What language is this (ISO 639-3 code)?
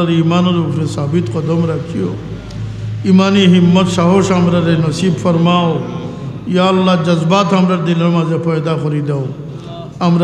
syl